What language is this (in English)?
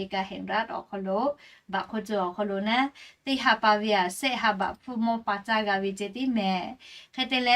Lahu